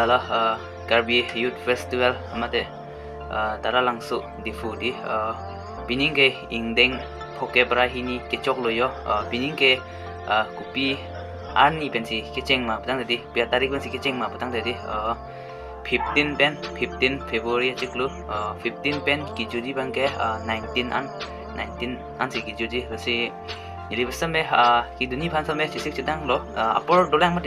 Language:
Karbi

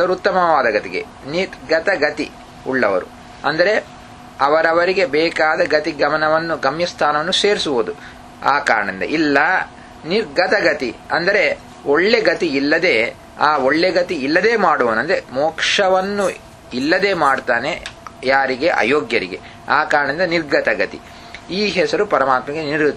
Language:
Kannada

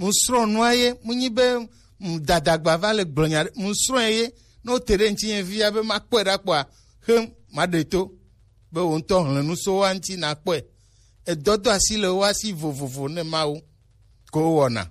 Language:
Gen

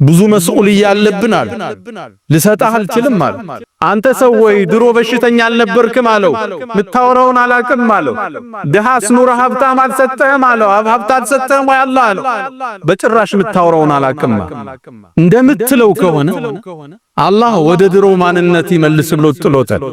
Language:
Amharic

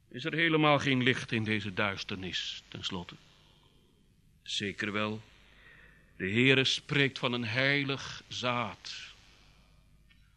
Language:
Dutch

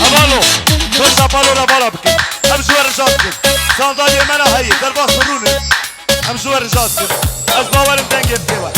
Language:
Kurdish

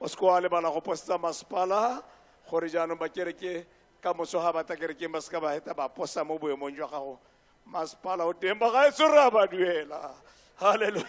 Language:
Tswana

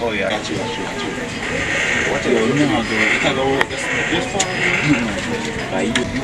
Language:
Jamaican Creole English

